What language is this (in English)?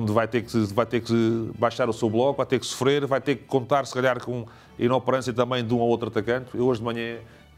Portuguese